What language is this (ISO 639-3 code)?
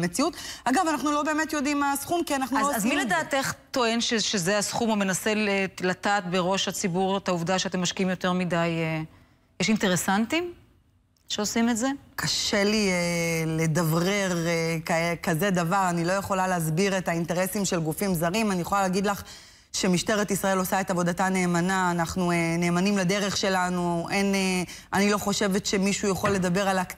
heb